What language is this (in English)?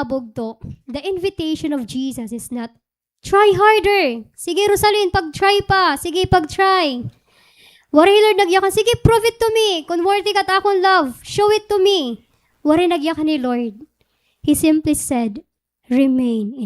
Waray